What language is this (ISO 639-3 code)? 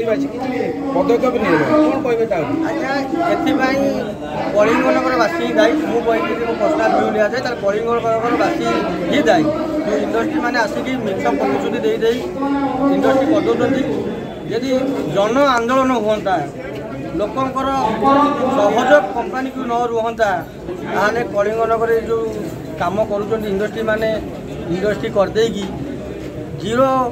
ori